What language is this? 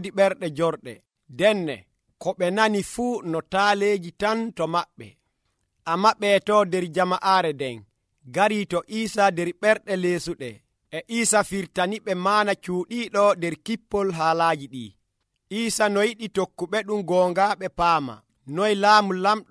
Nigerian Fulfulde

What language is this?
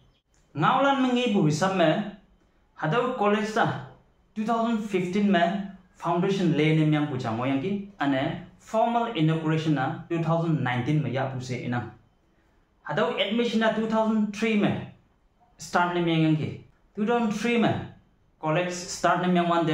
Konyak Naga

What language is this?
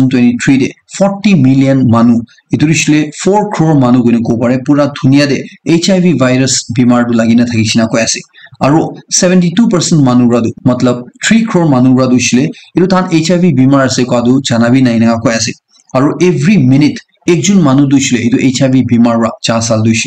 Naga Pidgin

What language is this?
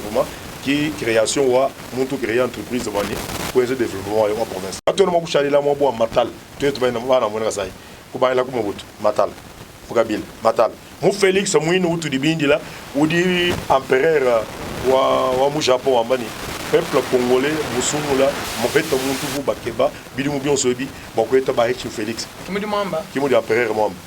Luba-Lulua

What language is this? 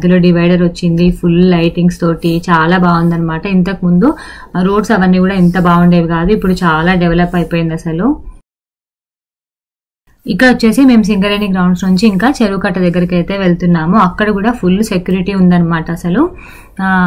Telugu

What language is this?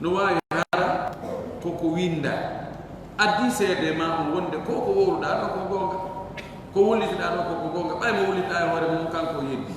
Fula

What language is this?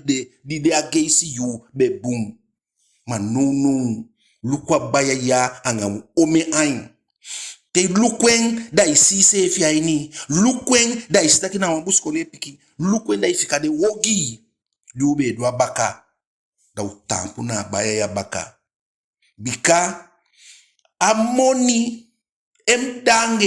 Eastern Maroon Creole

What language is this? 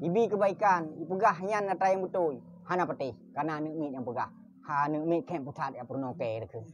Achinese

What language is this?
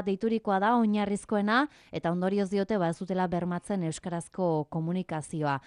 Basque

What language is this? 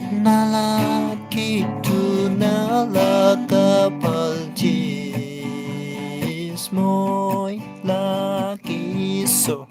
Naga Pidgin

